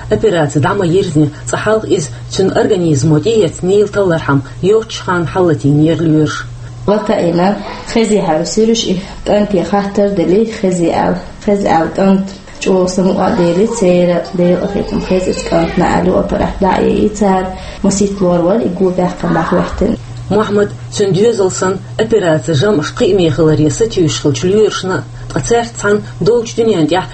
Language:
Chechen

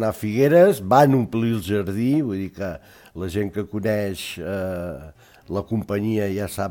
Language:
Catalan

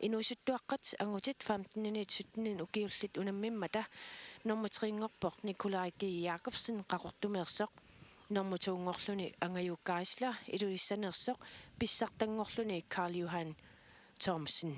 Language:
Kalaallisut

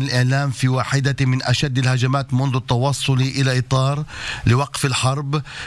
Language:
Arabic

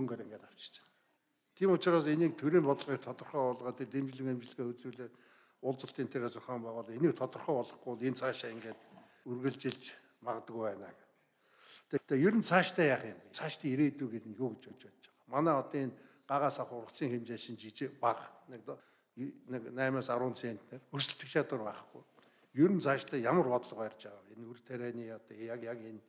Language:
Mongolian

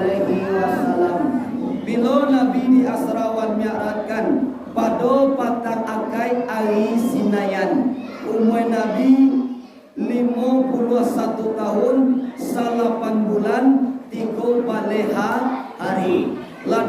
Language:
Minangkabau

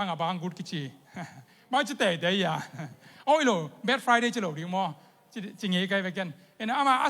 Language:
Tedim Chin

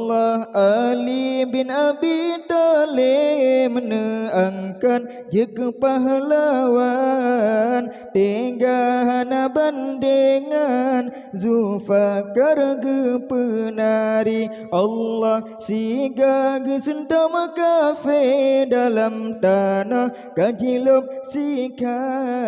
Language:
Achinese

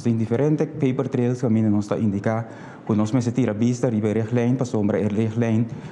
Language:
Papiamento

